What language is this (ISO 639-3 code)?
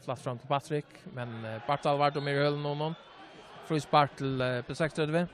fao